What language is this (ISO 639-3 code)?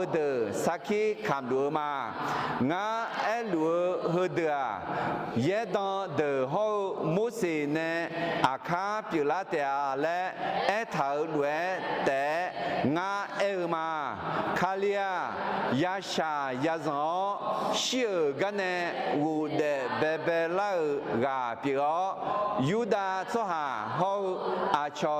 ahk